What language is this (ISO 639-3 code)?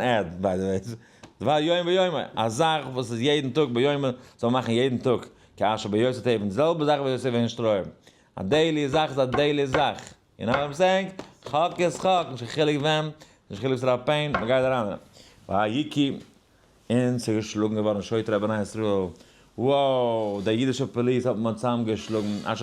yid